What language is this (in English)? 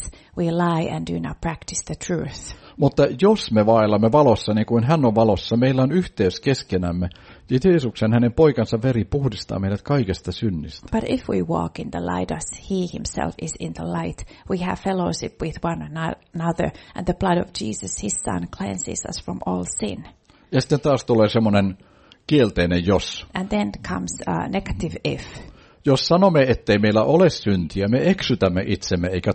Finnish